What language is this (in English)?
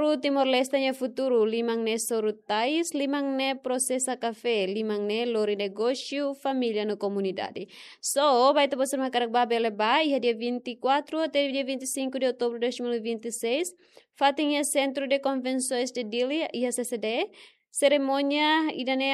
Tetum